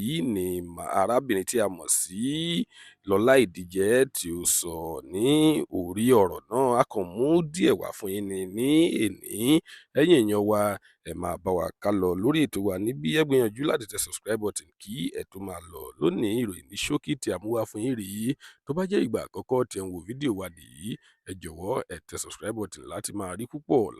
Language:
Yoruba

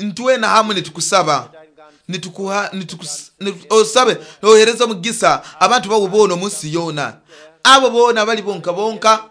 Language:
Nyoro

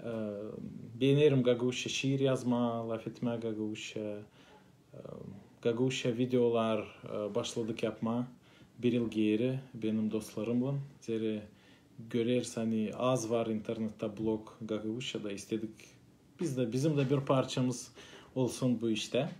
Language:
Gagauz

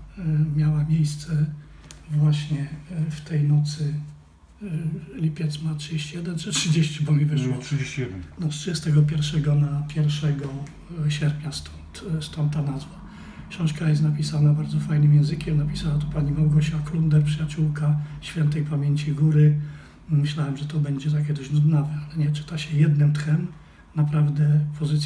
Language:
Polish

